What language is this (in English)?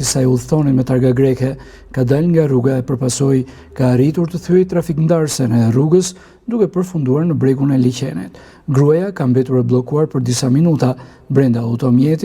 Albanian